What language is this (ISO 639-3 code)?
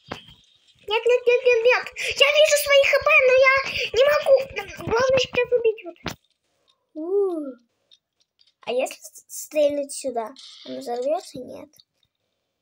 rus